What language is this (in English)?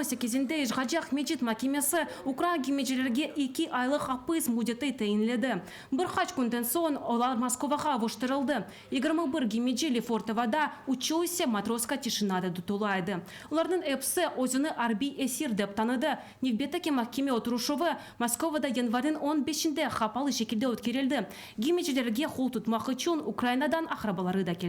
Crimean Tatar